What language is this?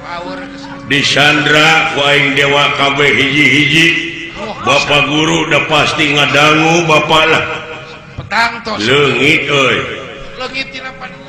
Sundanese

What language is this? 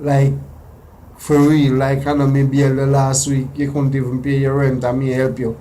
Jamaican Creole English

